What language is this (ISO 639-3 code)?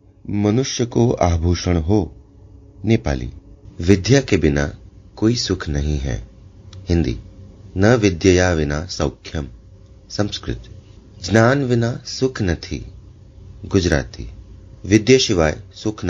san